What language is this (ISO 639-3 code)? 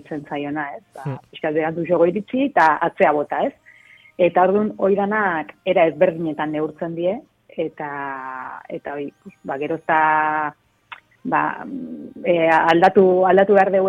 eus